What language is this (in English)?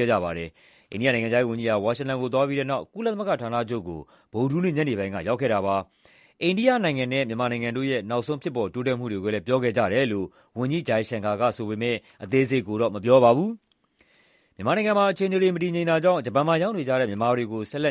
Burmese